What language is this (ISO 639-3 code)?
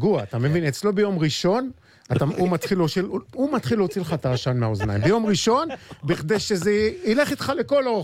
heb